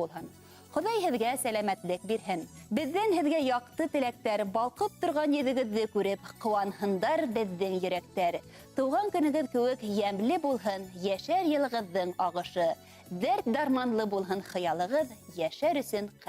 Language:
Bashkir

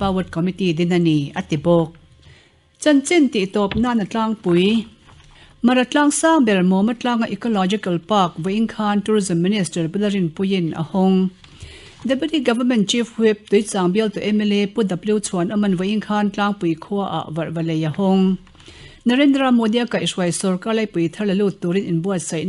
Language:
Mizo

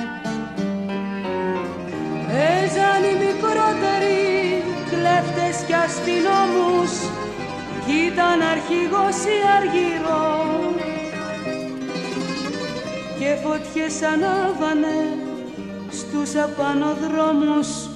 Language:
Greek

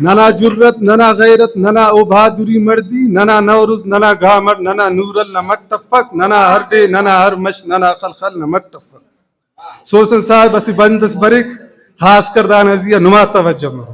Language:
Brahui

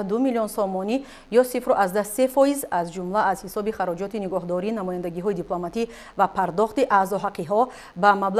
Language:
Tajik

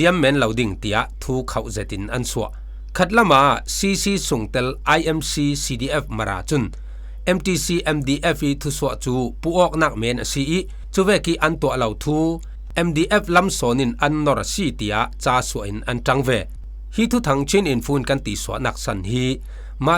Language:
Falam Chin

